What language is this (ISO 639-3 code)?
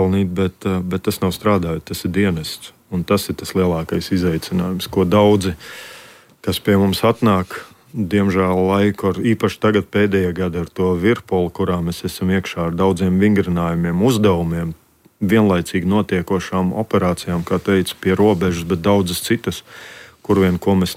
lav